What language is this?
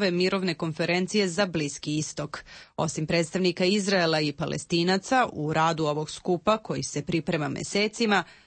Serbian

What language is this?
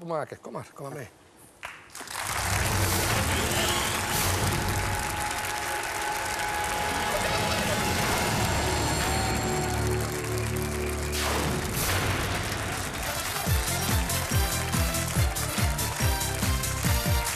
Dutch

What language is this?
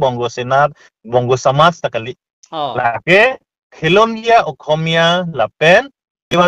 Karbi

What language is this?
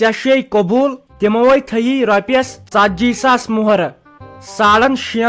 Kashmiri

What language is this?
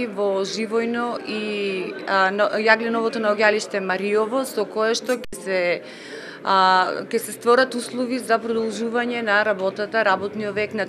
Macedonian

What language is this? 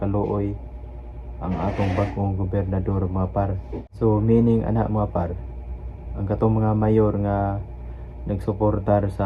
Cebuano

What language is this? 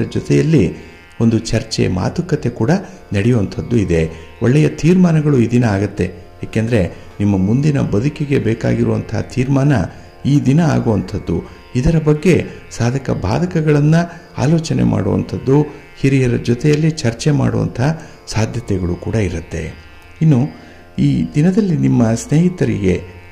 Kannada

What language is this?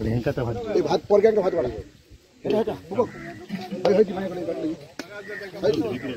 Konkani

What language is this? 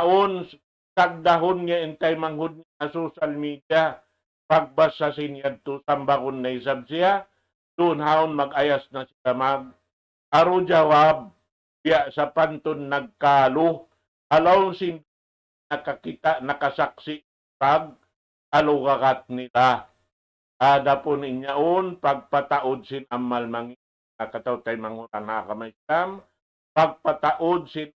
Tausug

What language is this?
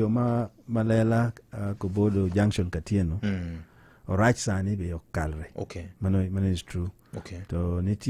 Luo (Kenya and Tanzania)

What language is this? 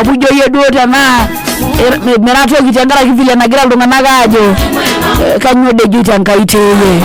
Masai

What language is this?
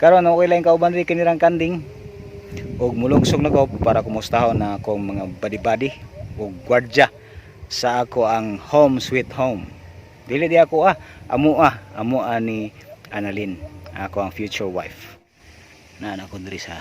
Cebuano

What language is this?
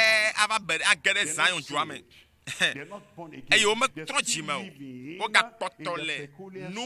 Ewe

